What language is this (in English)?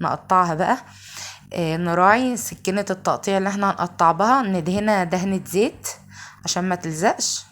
Egyptian Arabic